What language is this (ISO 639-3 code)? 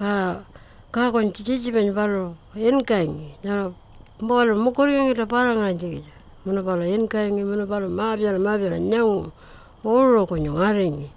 pjt